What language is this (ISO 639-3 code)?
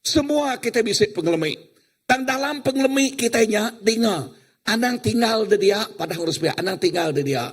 iba